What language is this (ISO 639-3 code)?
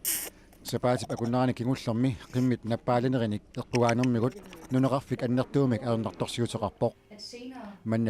kal